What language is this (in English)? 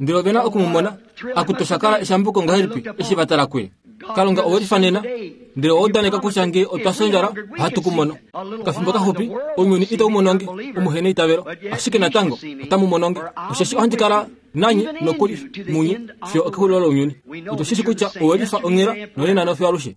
Kuanyama